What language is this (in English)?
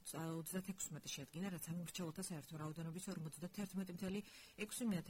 Georgian